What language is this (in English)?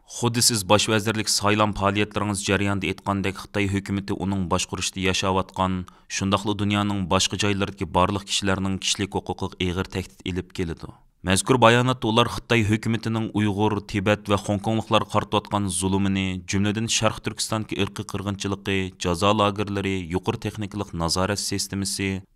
Uyghur